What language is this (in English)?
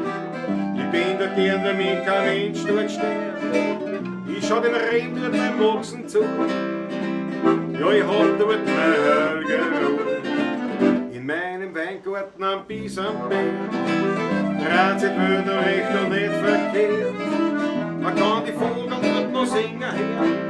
Bavarian